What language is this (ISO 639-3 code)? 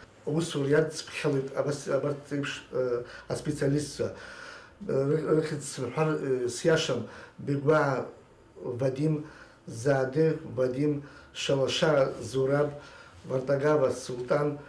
abk